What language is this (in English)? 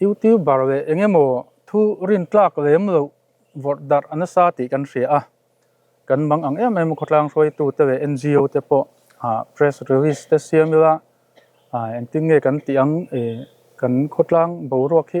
Mizo